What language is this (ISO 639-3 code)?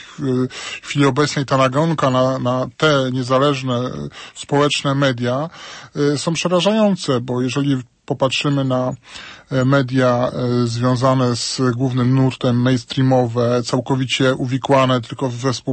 pol